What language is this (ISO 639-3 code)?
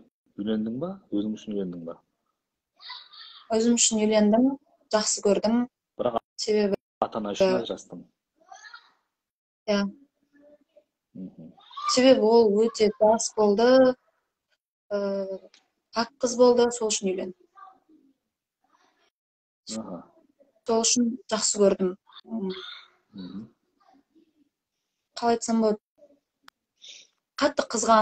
kaz